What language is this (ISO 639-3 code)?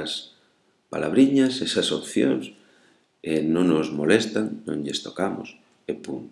glg